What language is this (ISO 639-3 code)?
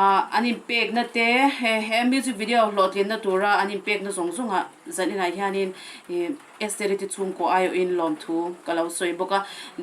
lus